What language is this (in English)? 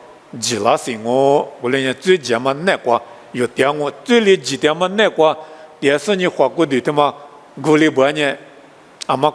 Lisu